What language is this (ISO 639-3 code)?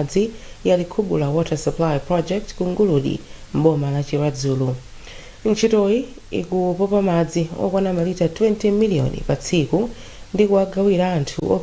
nya